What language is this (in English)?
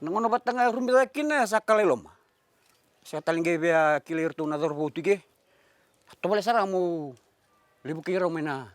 Fijian